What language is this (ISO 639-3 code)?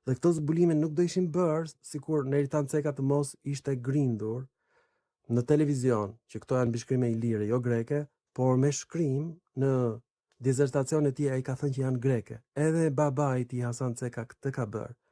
sqi